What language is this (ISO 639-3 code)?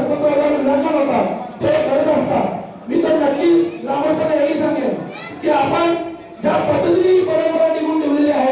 mar